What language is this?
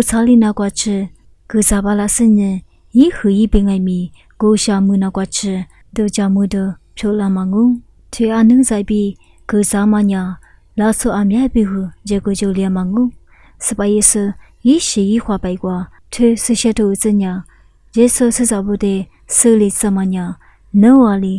Lisu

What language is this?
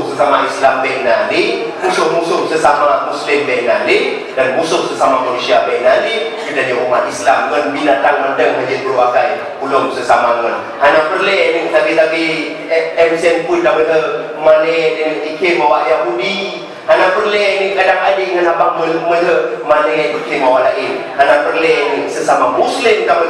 Achinese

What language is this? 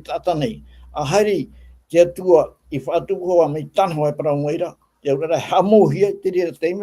Tahitian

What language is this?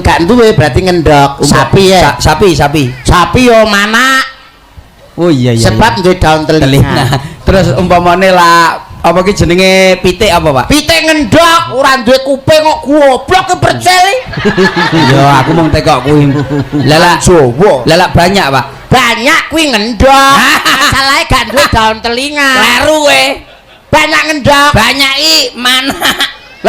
Javanese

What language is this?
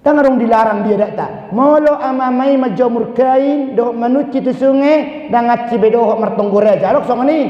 Batak Toba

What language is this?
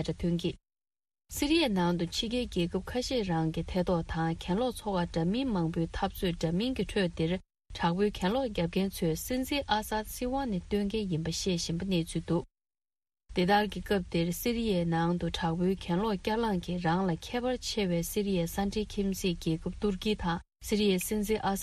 Tibetan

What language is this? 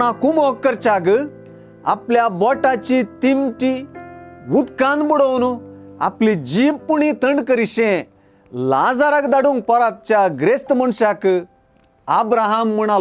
Konkani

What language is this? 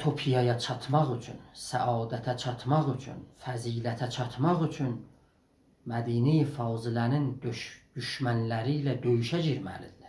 South Azerbaijani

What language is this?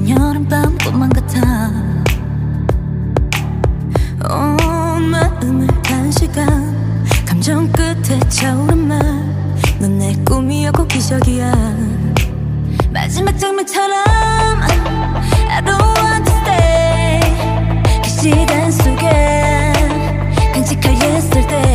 Korean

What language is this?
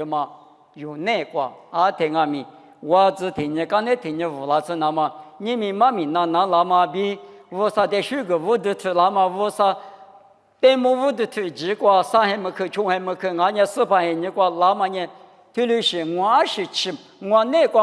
Lisu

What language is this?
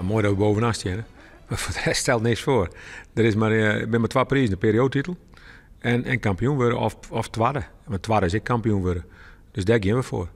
Western Frisian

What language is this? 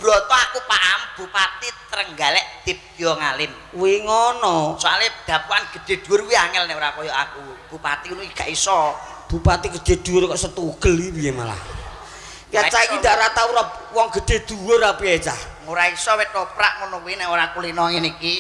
Javanese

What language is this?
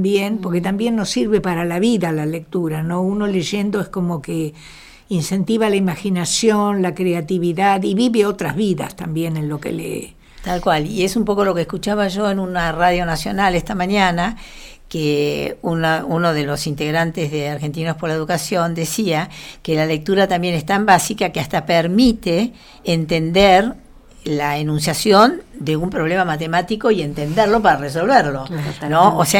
Spanish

